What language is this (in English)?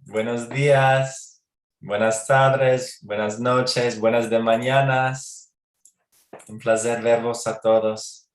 Ladino